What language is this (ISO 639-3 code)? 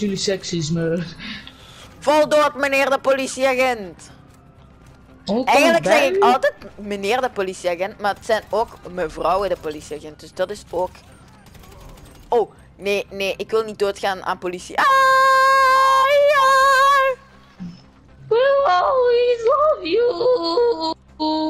nld